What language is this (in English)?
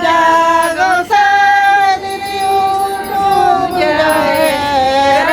Santali